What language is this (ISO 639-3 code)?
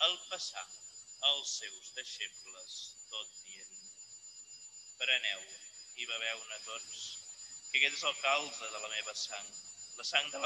cat